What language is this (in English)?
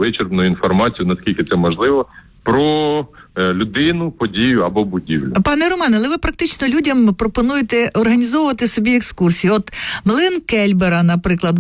Ukrainian